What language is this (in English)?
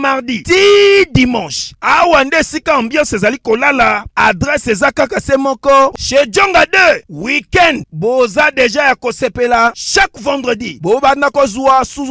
Lingala